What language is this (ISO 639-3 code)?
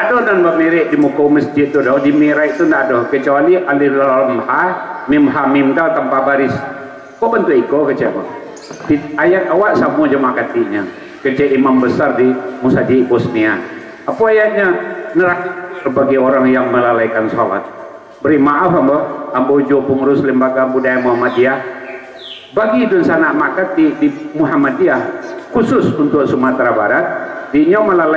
min